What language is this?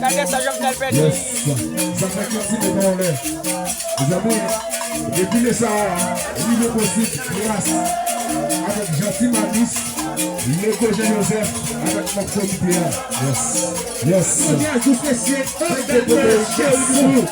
Haitian Creole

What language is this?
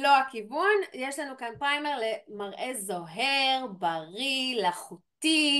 Hebrew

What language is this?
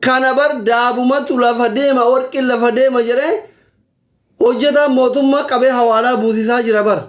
Oromo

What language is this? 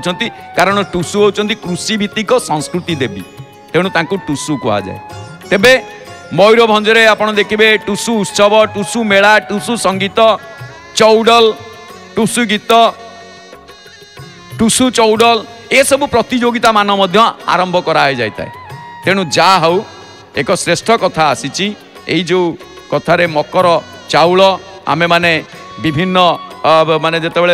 Odia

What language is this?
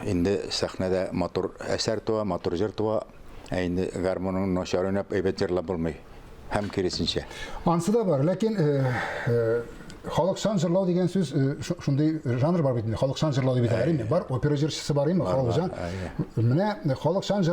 Tatar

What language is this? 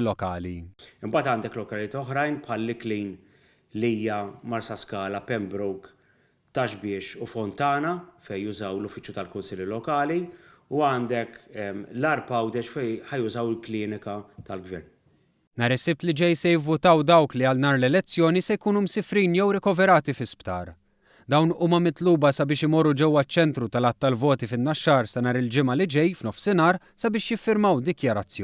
Maltese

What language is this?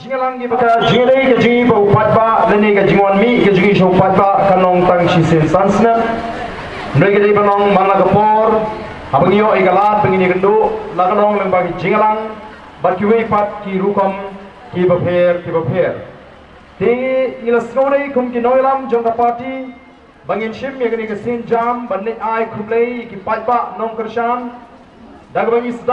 Khasi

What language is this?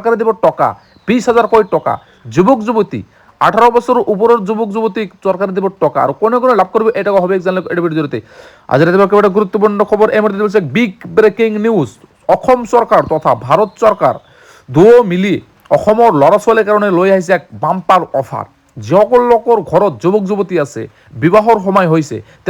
Assamese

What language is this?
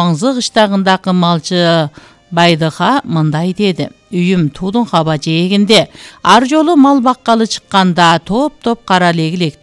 Kyrgyz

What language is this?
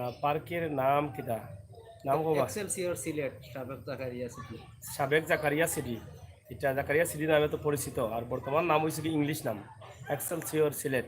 Sylheti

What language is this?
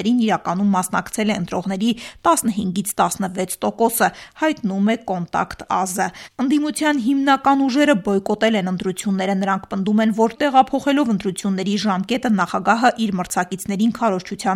Armenian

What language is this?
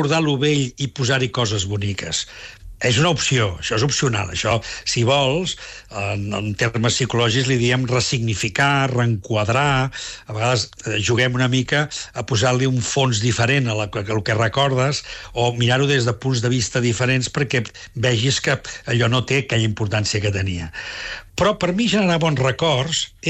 Catalan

